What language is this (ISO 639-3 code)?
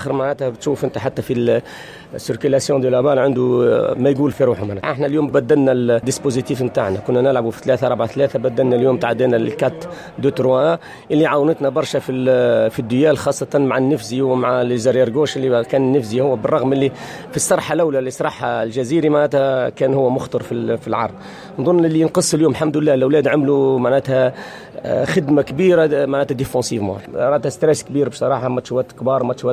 aeb